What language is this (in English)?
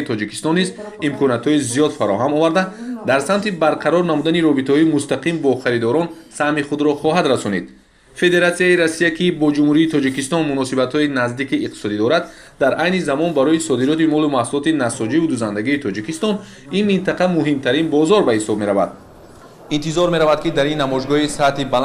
Tajik